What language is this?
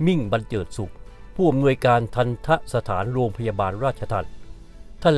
Thai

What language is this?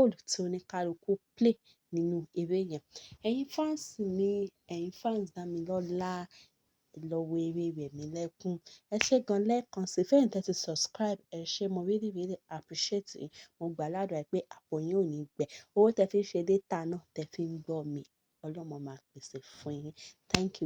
Yoruba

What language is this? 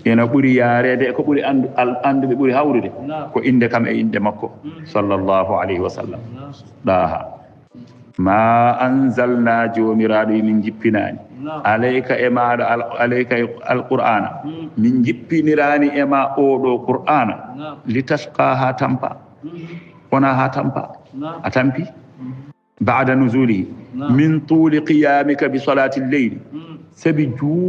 Fula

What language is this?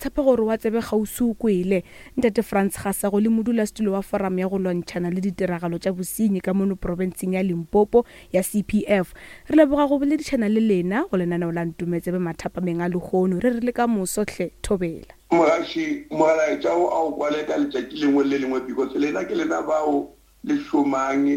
Northern Sotho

